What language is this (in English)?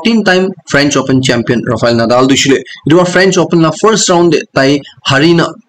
Naga Pidgin